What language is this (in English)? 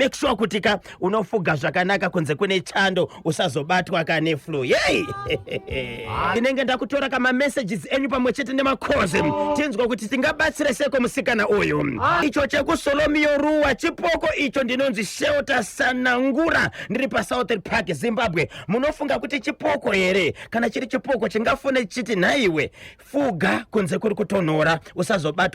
Shona